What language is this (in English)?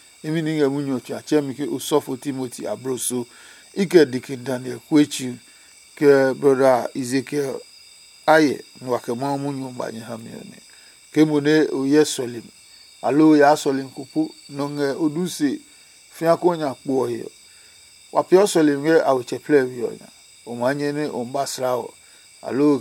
Adangme